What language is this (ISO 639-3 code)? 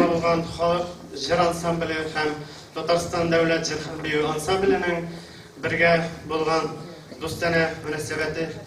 tat